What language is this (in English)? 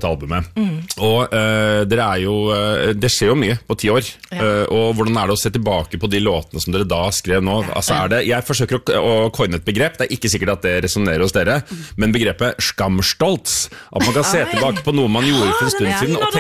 Norwegian